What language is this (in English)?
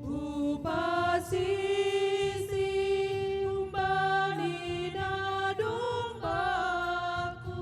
Batak Simalungun